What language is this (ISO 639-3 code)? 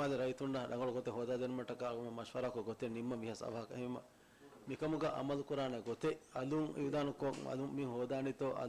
div